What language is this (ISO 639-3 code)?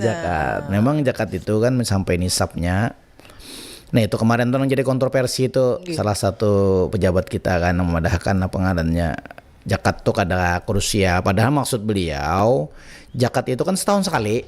bjn